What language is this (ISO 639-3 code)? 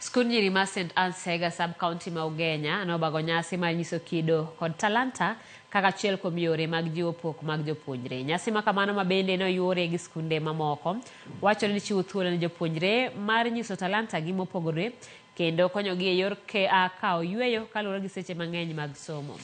luo